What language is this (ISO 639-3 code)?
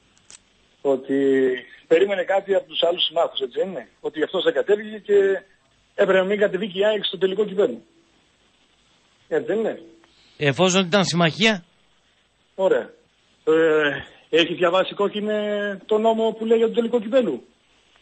ell